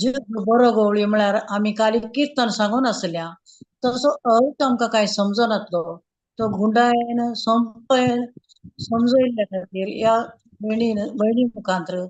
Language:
Konkani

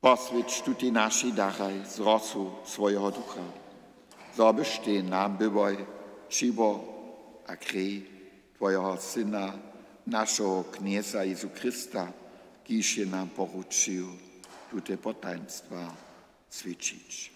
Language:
Upper Sorbian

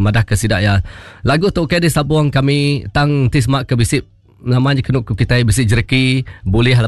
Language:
Iban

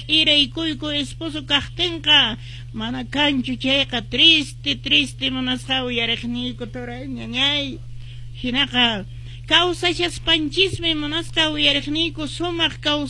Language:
Quechua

